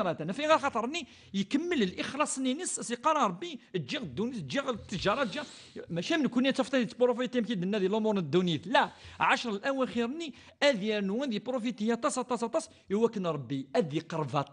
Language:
Kabyle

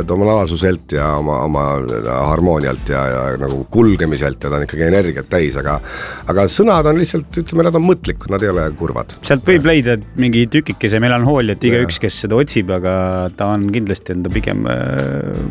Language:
Estonian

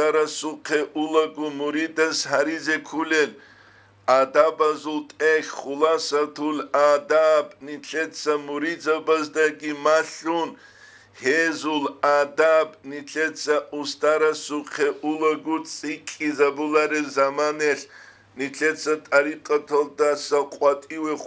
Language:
Avaric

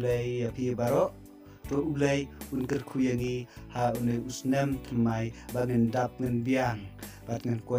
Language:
Khasi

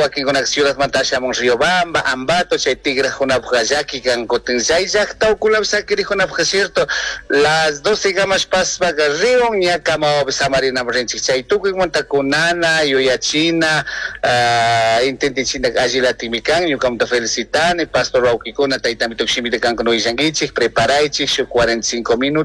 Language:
Chimborazo Highland Quichua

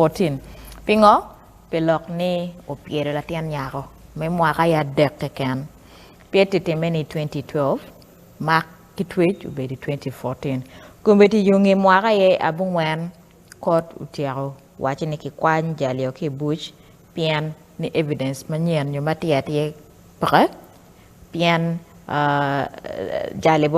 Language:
Acoli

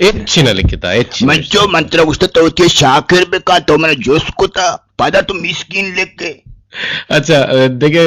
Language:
Eastern Balochi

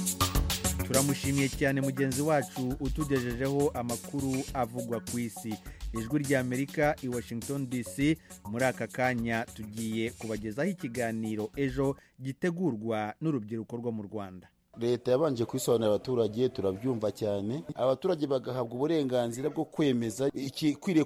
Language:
Kinyarwanda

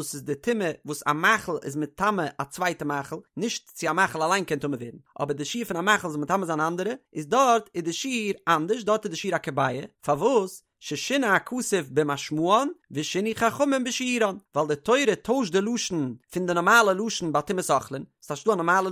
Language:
Yiddish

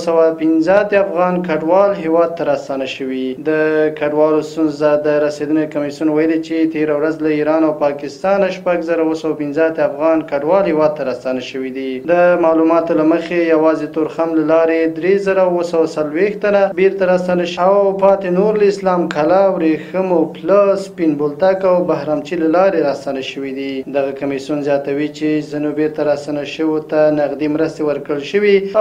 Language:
Pashto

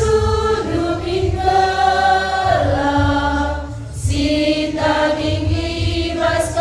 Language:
Batak Karo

